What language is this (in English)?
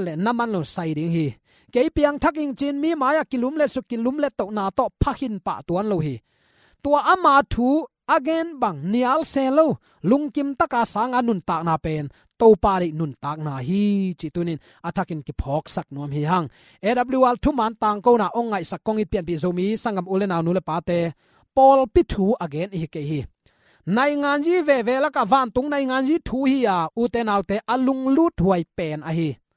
Tedim Chin